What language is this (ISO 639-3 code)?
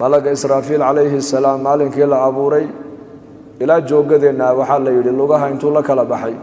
som